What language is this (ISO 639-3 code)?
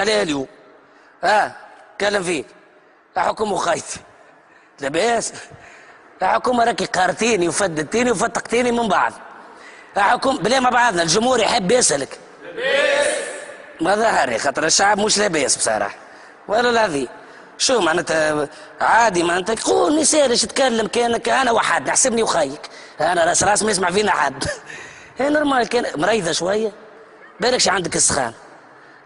aeb